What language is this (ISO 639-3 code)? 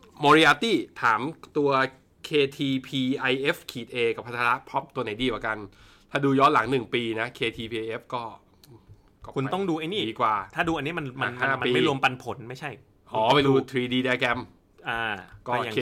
tha